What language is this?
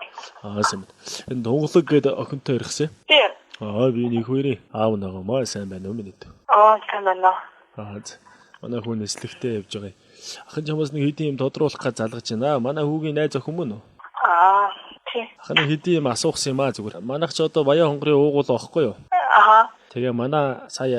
Mongolian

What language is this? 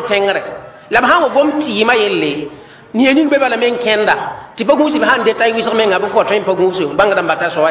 Mossi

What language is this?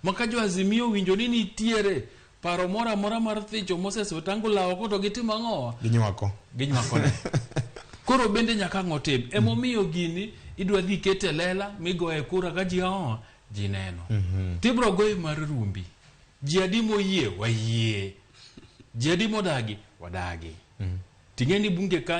Luo (Kenya and Tanzania)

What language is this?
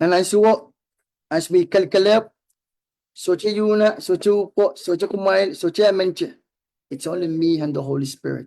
Pohnpeian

